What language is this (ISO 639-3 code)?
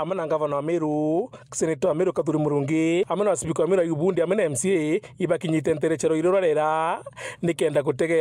mer